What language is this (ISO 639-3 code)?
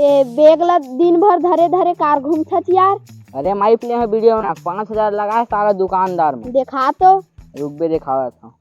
hne